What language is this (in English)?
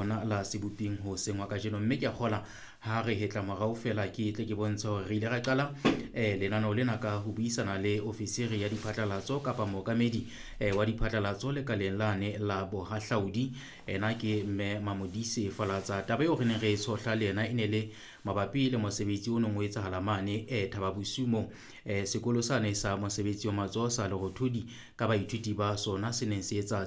Southern Sotho